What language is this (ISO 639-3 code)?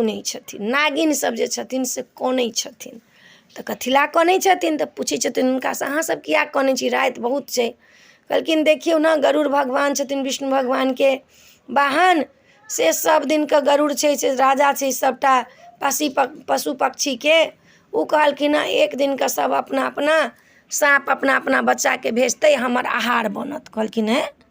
mai